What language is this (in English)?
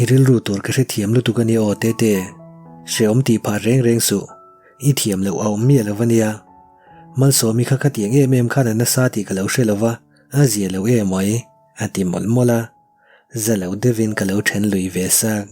Mizo